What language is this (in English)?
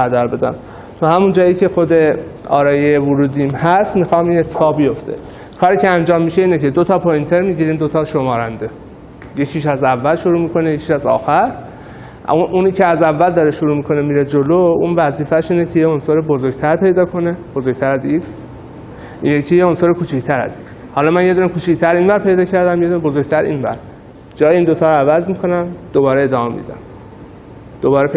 Persian